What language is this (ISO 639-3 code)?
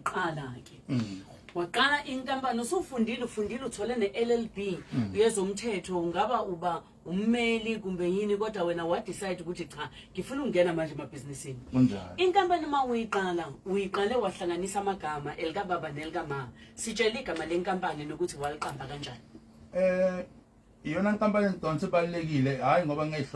zul